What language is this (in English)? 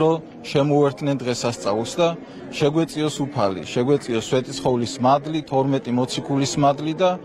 Georgian